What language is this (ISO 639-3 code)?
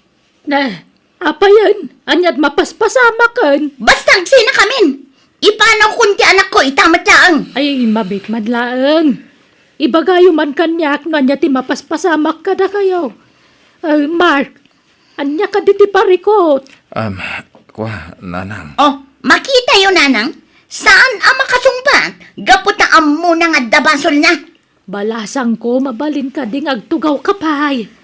ilo